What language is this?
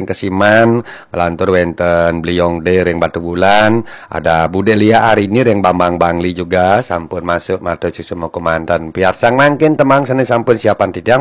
Balinese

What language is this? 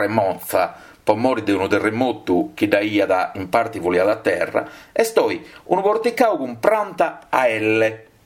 Sardinian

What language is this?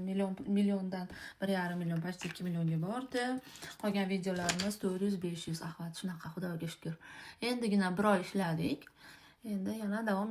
Uzbek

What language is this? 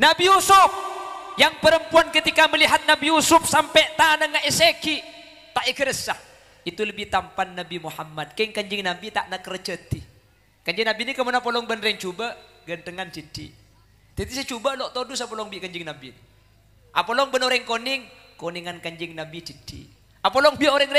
Madurese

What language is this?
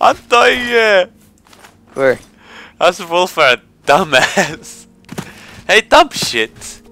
Faroese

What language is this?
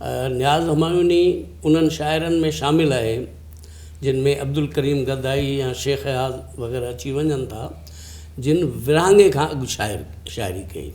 Sindhi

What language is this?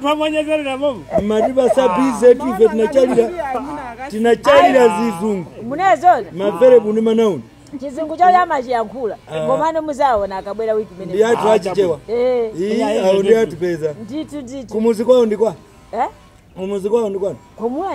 Nyanja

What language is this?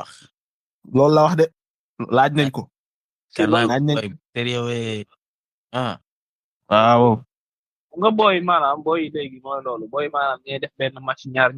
Wolof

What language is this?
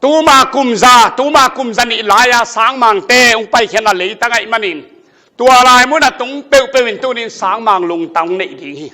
Tedim Chin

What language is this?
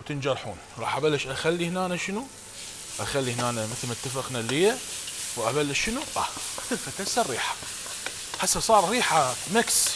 Mesopotamian Arabic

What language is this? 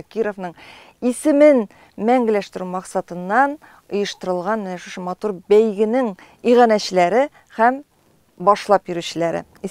Tatar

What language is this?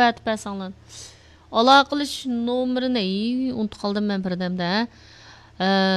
Uyghur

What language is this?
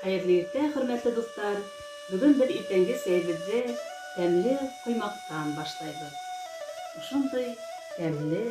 Bashkir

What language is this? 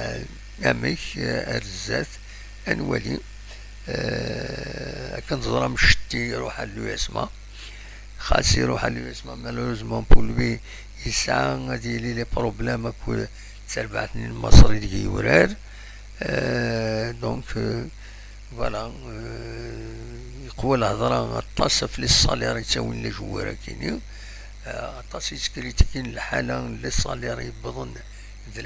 Kabyle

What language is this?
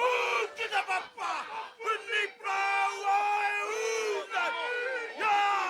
Māori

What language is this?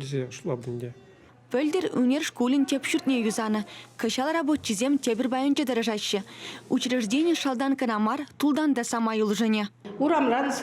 Chuvash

